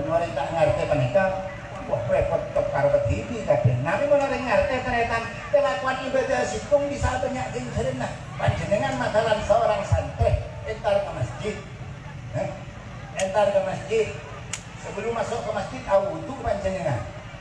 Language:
Madurese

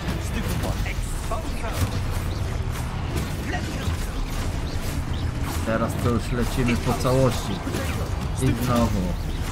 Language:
Polish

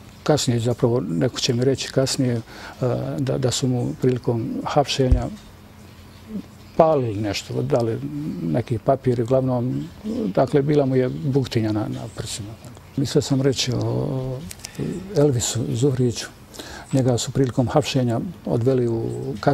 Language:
Bosnian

